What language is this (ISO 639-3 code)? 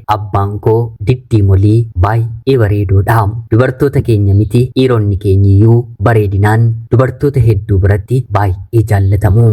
orm